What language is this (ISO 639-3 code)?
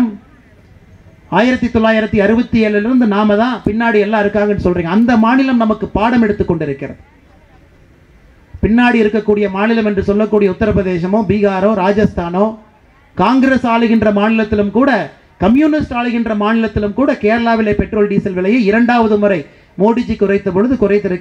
tam